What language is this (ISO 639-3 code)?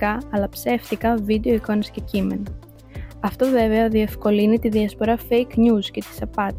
ell